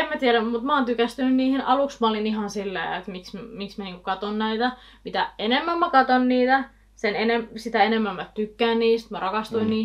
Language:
Finnish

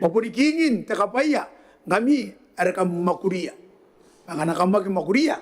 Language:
Gilbertese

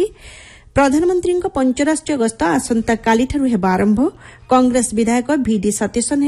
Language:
Odia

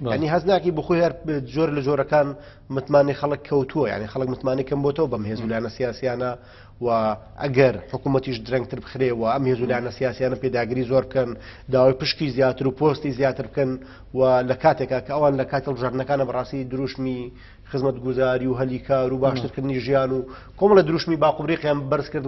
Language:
Central Kurdish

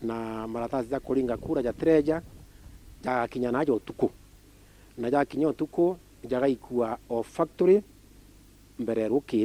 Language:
Meru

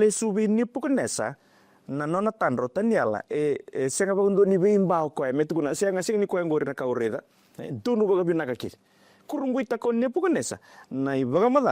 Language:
Fijian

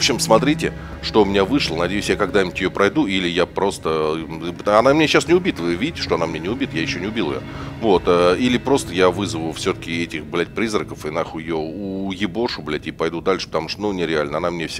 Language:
Russian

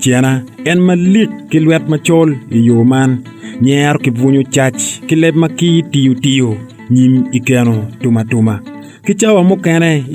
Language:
Acoli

